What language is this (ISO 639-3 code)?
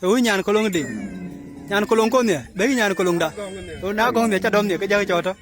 din